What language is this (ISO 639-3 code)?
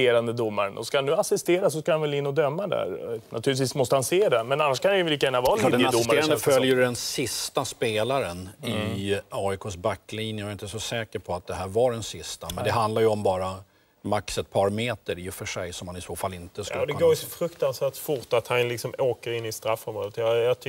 swe